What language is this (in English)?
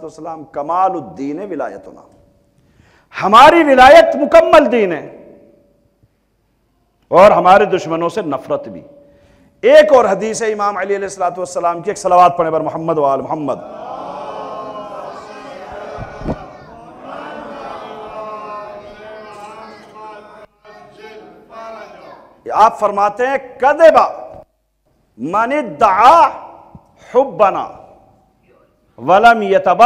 Urdu